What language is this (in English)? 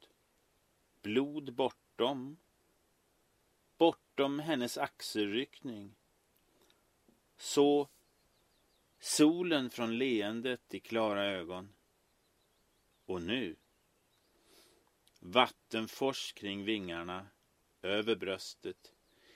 Swedish